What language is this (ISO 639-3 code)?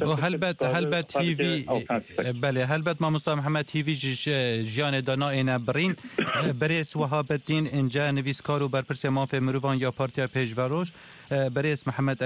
kur